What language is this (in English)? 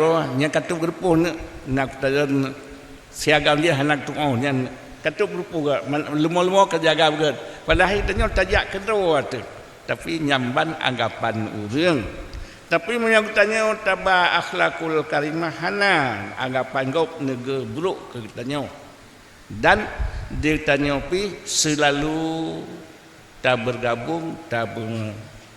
Achinese